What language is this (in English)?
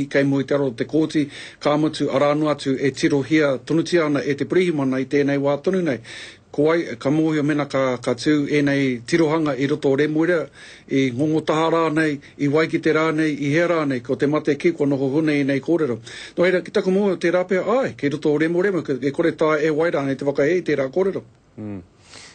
Māori